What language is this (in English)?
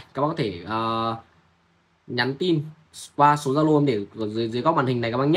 Vietnamese